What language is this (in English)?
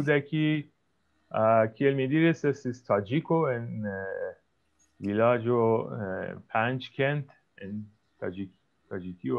Esperanto